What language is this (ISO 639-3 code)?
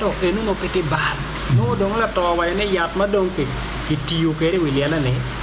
ach